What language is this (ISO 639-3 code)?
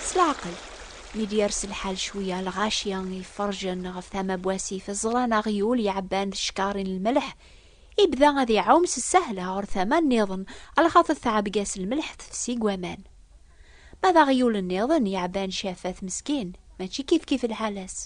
kab